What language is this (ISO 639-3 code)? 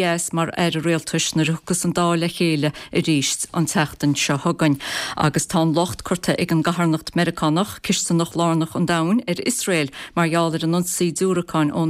gle